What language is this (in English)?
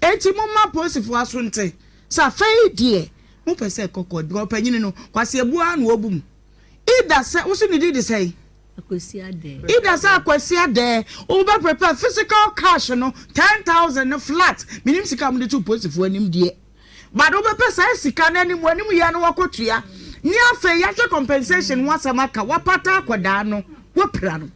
Akan